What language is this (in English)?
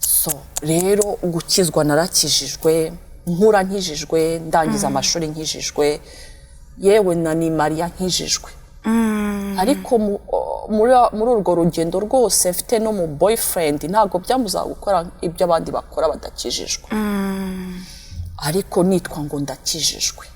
Kinyarwanda